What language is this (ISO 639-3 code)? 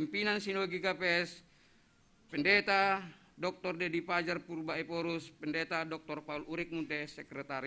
bts